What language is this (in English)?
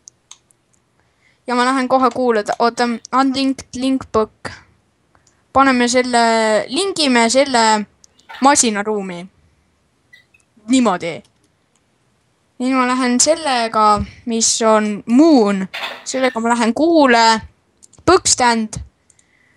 Estonian